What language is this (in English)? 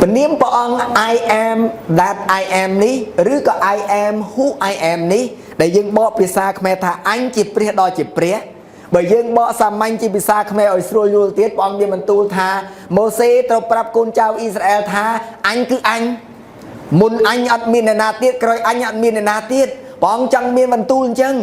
Khmer